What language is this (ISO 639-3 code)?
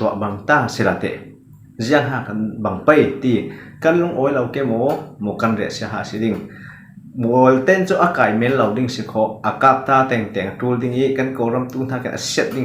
cfm